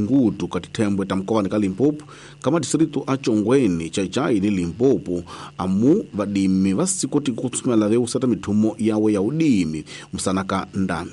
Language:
Tsonga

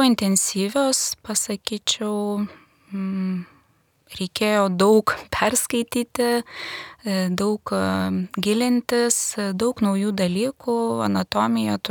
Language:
Lithuanian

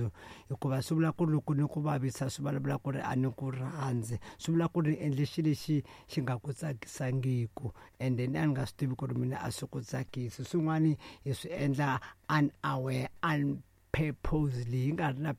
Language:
Tsonga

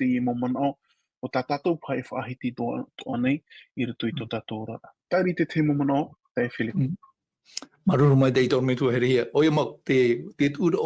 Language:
Tahitian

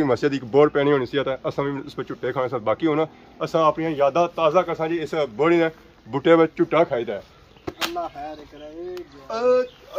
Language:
Pahari-Potwari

